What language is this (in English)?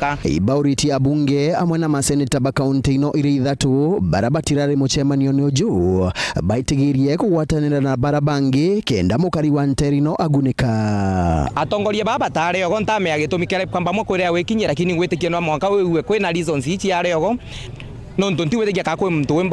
Meru